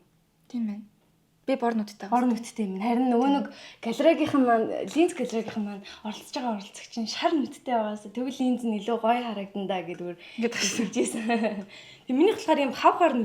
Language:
Mongolian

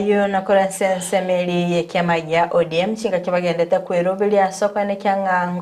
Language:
Gusii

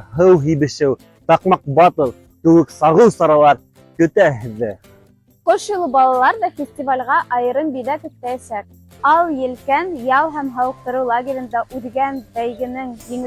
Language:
Bashkir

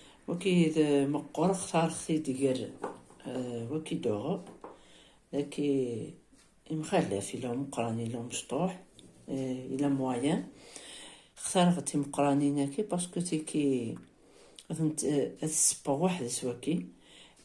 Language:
Kabyle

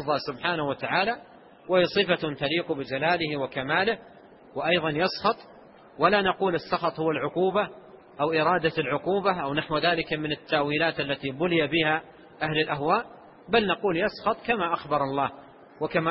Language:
Arabic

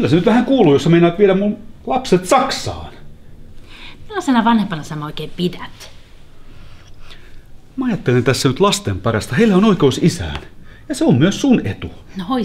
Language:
Finnish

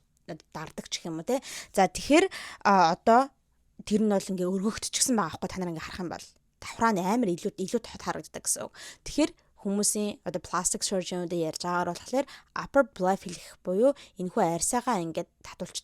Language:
Mongolian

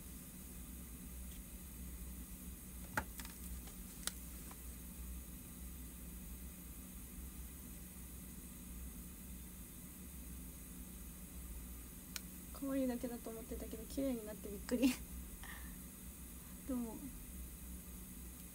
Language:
Japanese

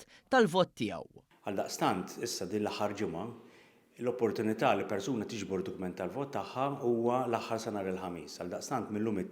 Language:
Maltese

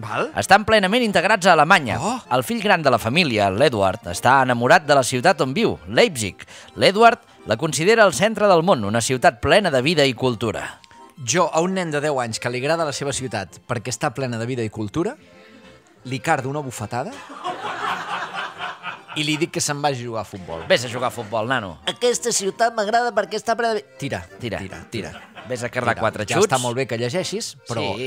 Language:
Catalan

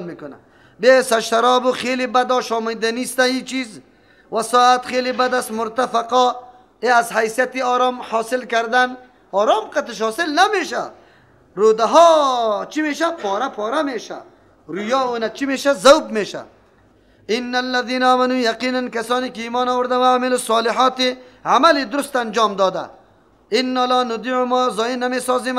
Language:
Persian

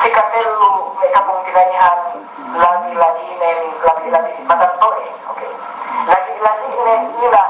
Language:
Yakan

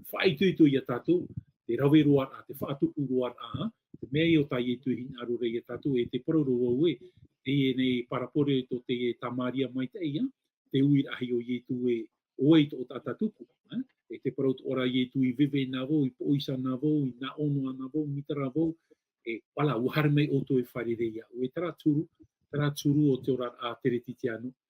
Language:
Tahitian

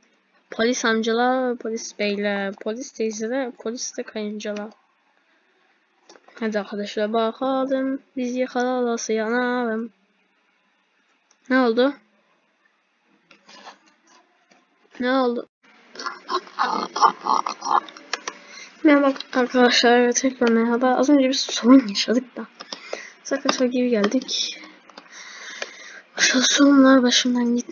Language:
Turkish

